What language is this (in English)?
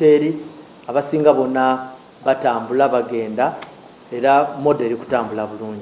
Ganda